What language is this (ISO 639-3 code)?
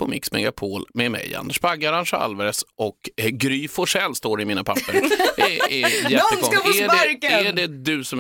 swe